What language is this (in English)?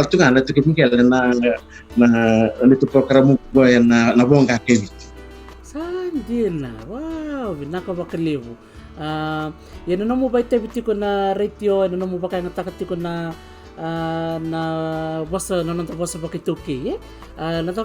Fijian